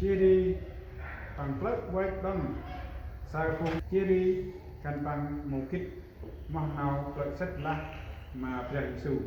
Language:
Central Mnong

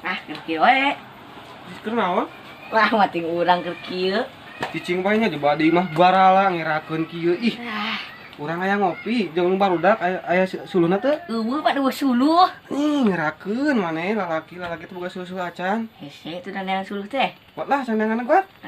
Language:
Sundanese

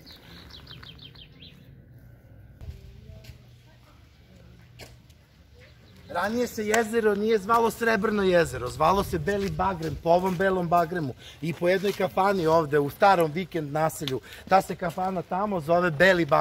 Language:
Serbian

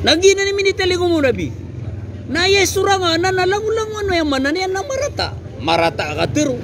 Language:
Maranao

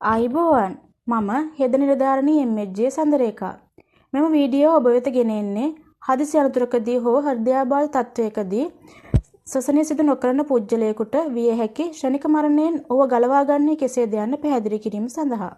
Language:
Sinhala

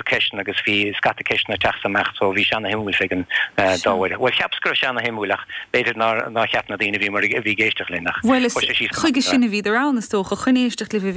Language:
Irish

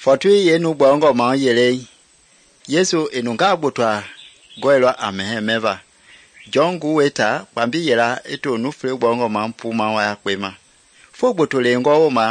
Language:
Mende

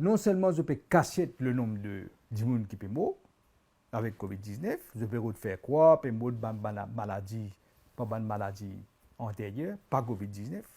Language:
Morisyen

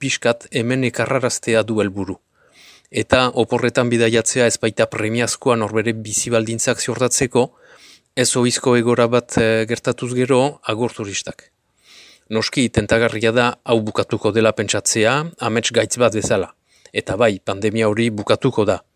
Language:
Basque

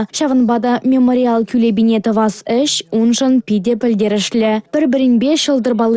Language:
Chuvash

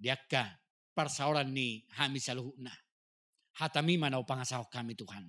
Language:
Batak Toba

